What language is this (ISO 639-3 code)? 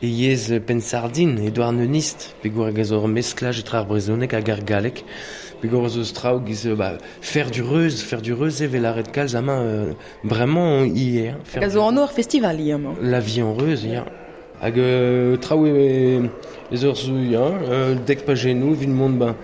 bre